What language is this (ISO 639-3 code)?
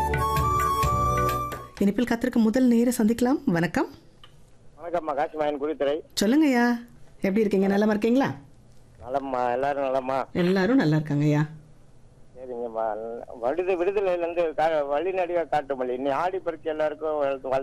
tam